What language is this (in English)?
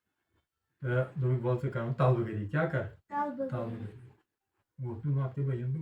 Kashmiri